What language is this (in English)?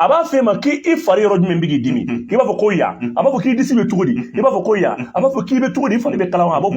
Bambara